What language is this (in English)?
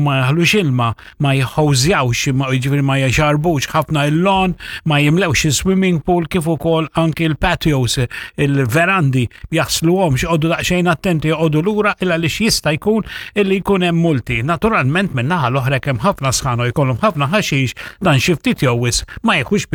Maltese